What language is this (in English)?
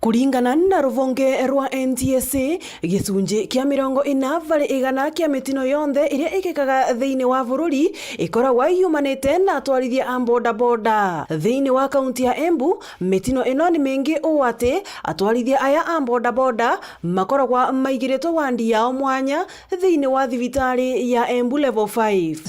Meru